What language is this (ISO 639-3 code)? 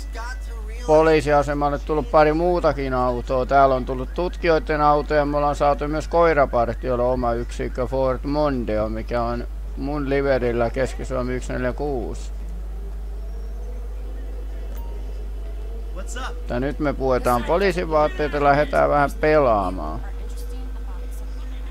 fin